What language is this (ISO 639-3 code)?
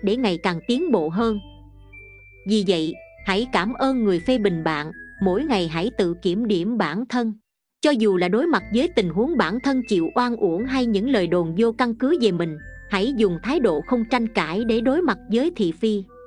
vie